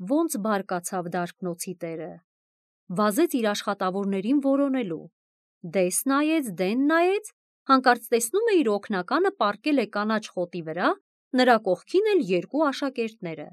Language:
Armenian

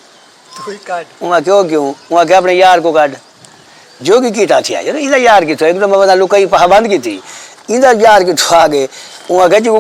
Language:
Saraiki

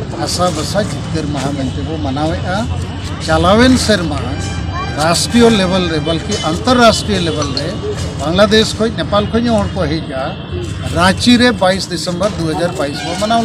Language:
Santali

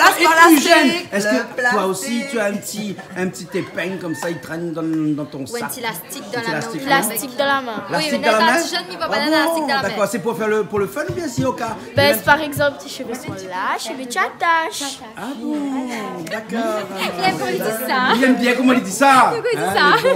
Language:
Réunion Creole French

